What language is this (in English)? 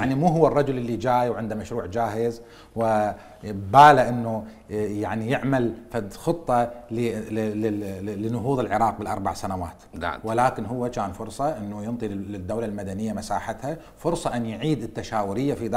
Mesopotamian Arabic